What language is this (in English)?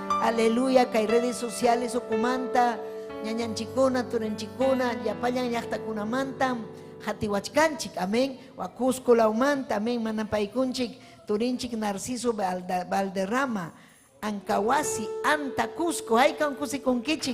Ayacucho Quechua